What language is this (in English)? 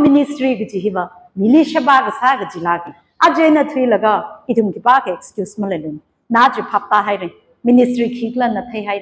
Tangkhul Naga (India)